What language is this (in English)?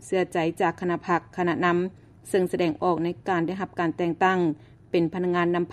Lao